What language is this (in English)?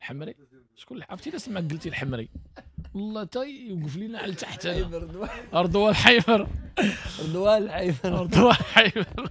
Moroccan Arabic